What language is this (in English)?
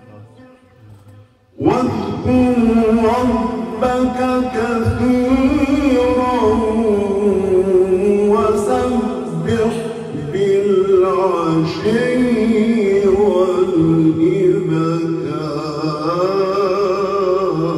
Arabic